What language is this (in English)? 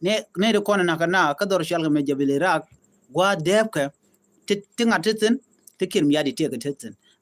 Nuer